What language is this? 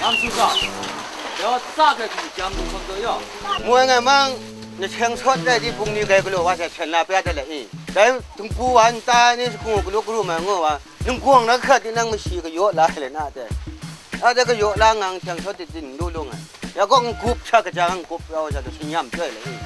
Kachin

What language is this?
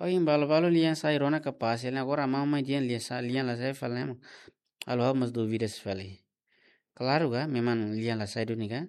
Tetum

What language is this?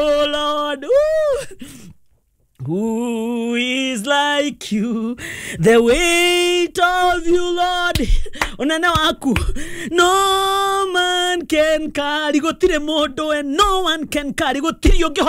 Kikuyu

